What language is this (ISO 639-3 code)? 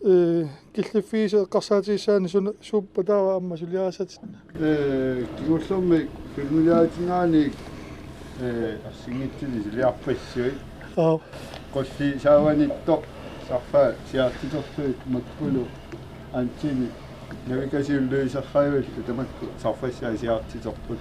kal